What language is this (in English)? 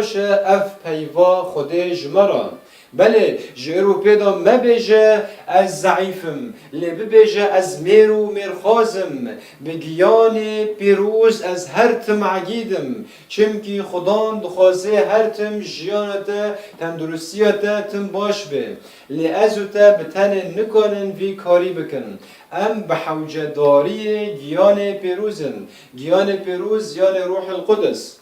Kurdish